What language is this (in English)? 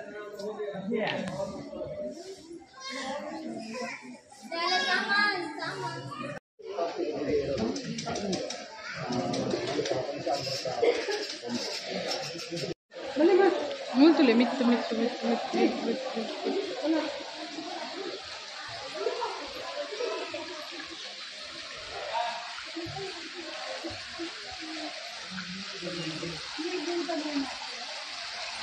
Tulu